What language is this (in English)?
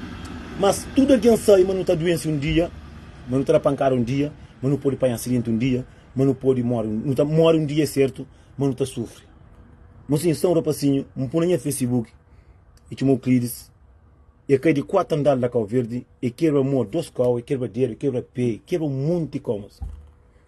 Kabuverdianu